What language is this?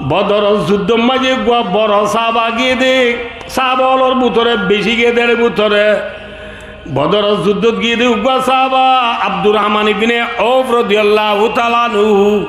Rohingya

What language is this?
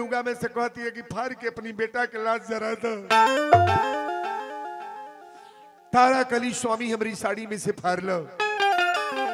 Bhojpuri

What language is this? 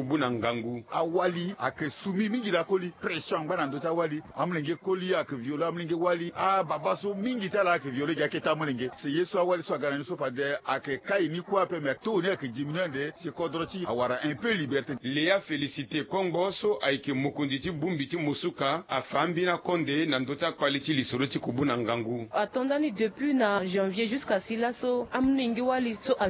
Sango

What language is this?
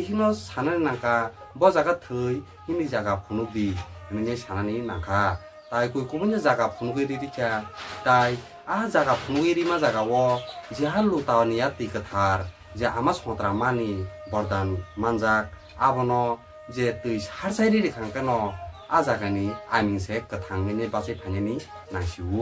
Kok Borok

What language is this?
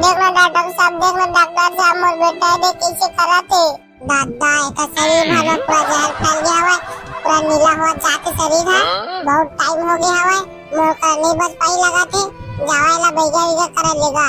Chhattisgarhi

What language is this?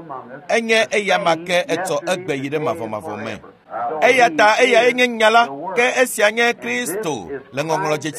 Ewe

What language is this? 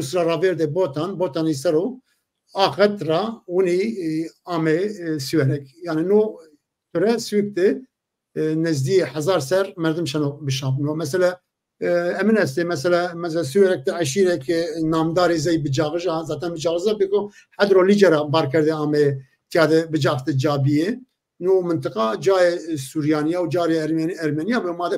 Zaza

